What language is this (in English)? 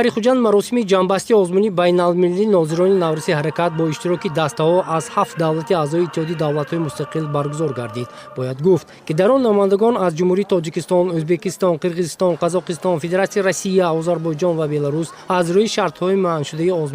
Tajik